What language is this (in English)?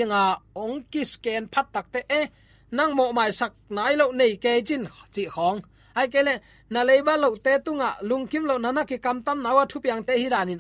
Tedim Chin